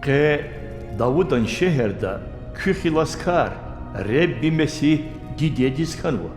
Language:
Lezghian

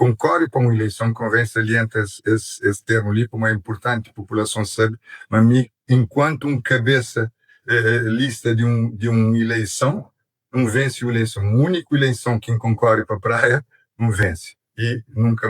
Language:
Kabuverdianu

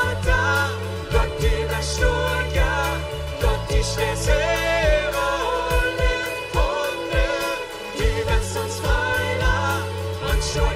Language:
Plautdietsch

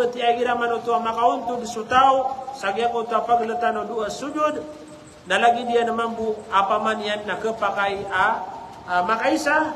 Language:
Maranao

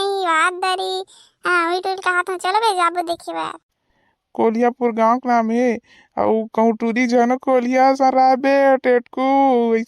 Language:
Chhattisgarhi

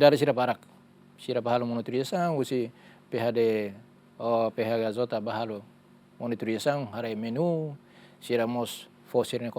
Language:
Tetum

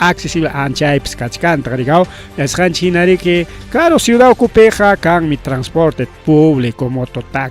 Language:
Ayacucho Quechua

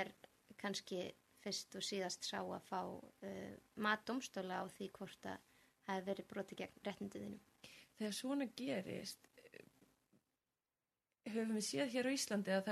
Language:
Icelandic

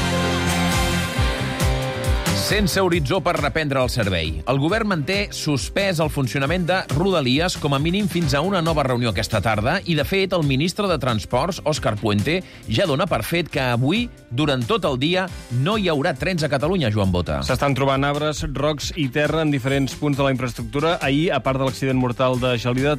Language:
Catalan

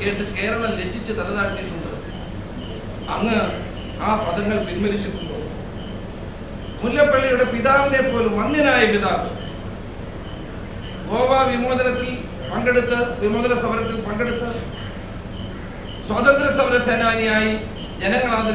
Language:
Malayalam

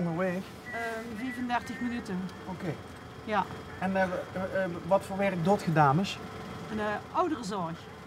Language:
Limburgish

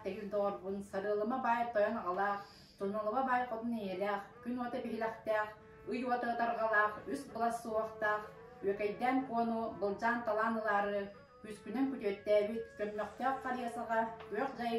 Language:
Yakut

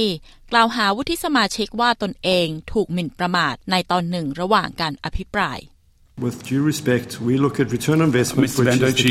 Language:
Thai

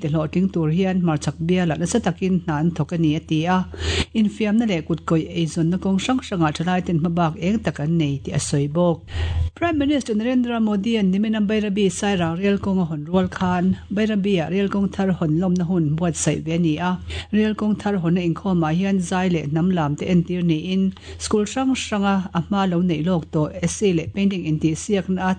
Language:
Mizo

